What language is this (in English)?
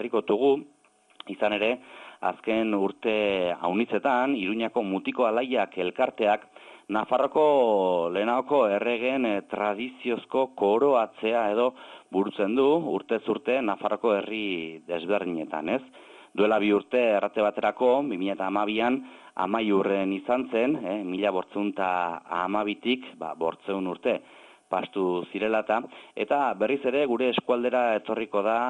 Basque